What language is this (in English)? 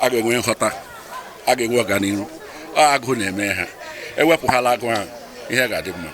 Igbo